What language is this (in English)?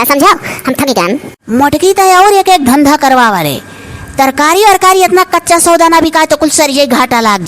Awadhi